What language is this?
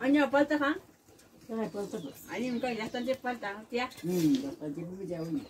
Ayacucho Quechua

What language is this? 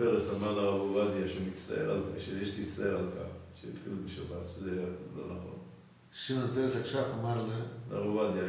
Hebrew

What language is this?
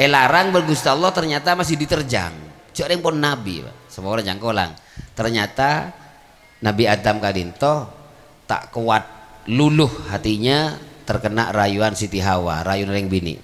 Madurese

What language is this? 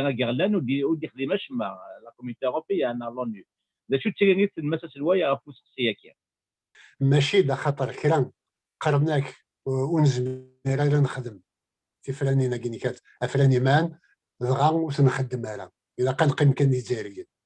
Kabyle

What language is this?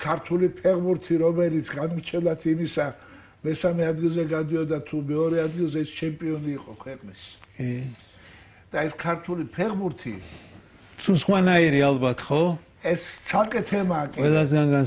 Georgian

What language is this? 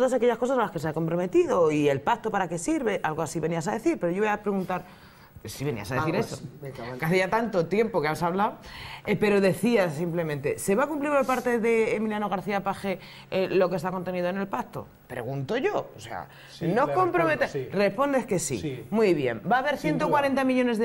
Spanish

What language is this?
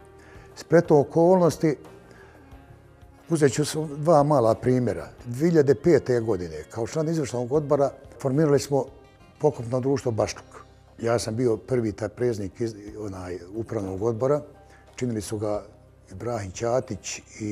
Bosnian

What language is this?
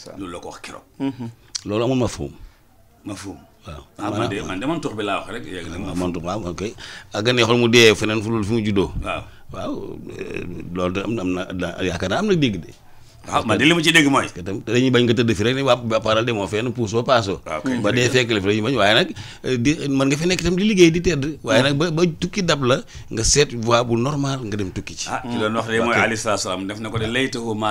Wolof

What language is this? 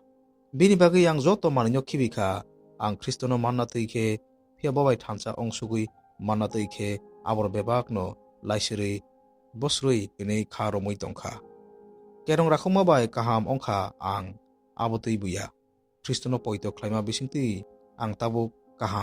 Kok Borok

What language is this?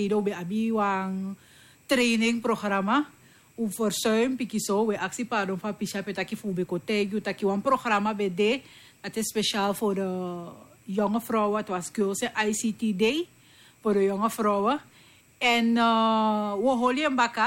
Sranan Tongo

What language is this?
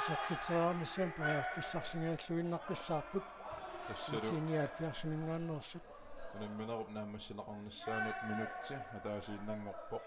Kalaallisut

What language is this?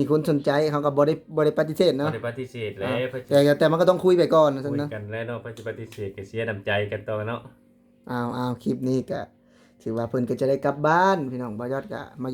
Lao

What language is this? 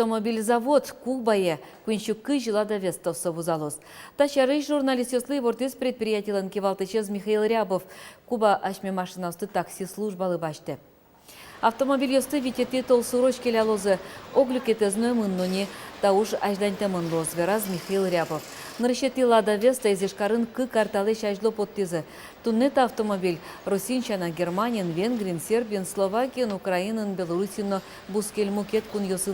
Udmurt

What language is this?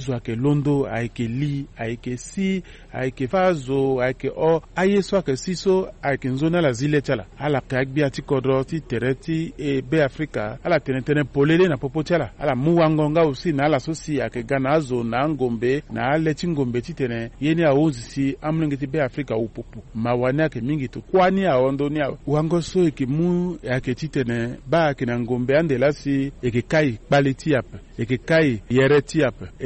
Sango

